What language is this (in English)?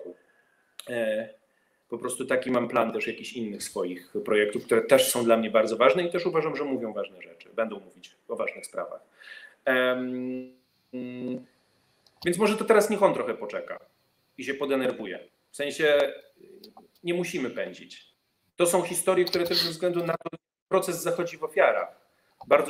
Polish